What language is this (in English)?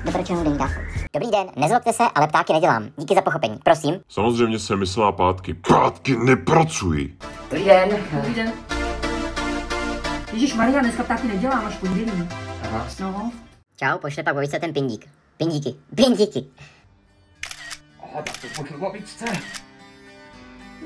Czech